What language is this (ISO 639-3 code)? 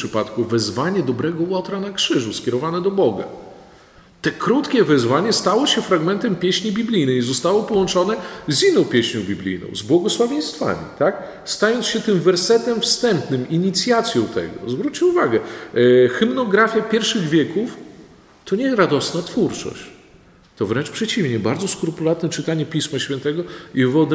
pol